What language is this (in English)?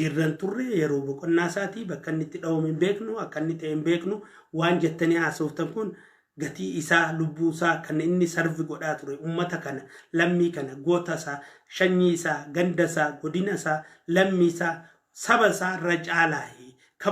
Oromo